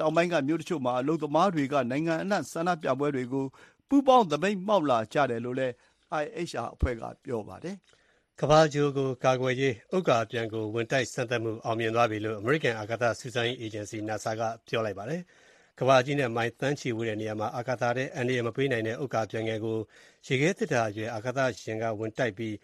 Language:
Burmese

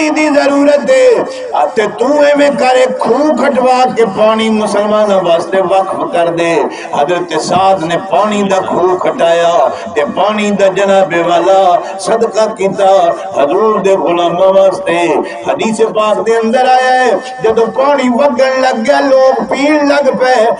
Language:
Saraiki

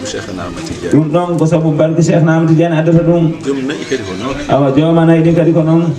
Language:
Fula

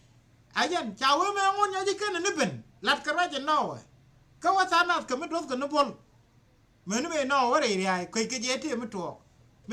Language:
Nuer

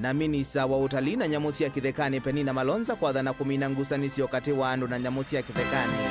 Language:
Kamba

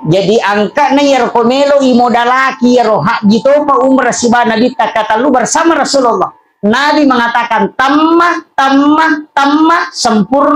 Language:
Buginese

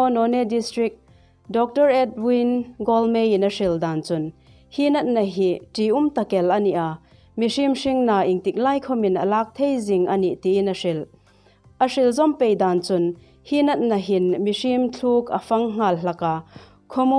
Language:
Hmar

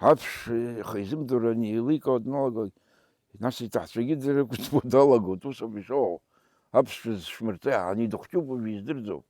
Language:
Abkhazian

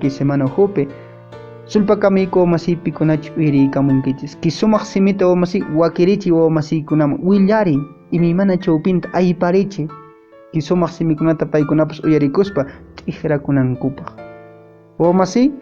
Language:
Quechua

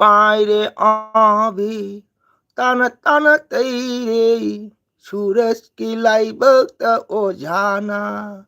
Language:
Manipuri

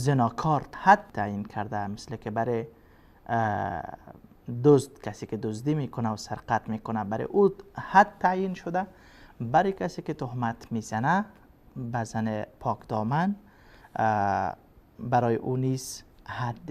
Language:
Persian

